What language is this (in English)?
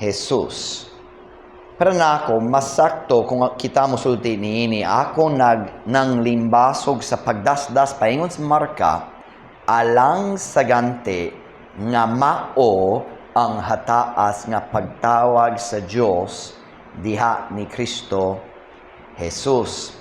Cebuano